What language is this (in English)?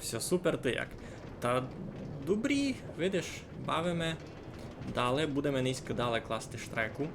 Rusyn